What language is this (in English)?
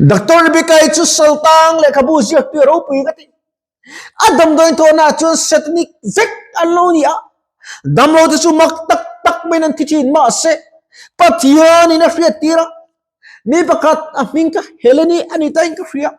Mizo